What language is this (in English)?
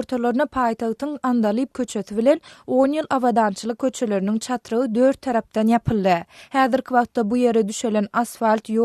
Turkmen